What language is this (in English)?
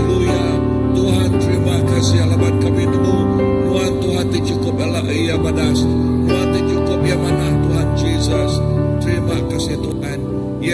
Iban